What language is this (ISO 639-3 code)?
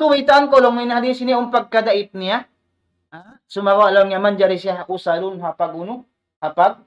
tsg